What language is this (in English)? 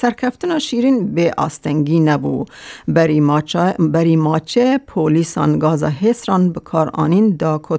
Kurdish